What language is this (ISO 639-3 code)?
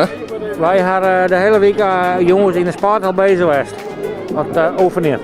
fry